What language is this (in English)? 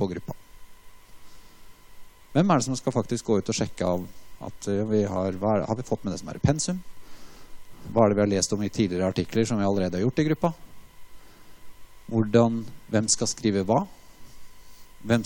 Norwegian